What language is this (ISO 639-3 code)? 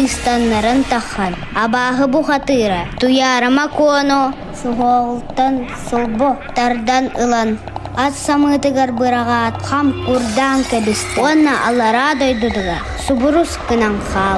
sah